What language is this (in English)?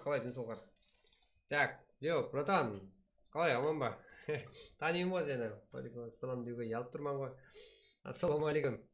Kara-Kalpak